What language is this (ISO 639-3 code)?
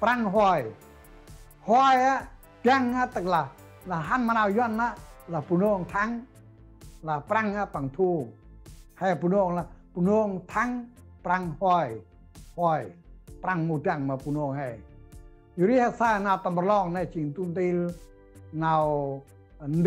cmo